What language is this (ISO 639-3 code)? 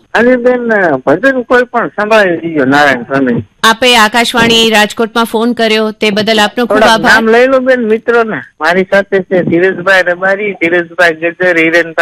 guj